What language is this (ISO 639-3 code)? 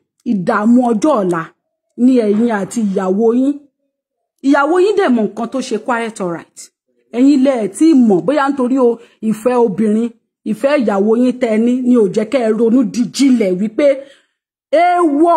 yor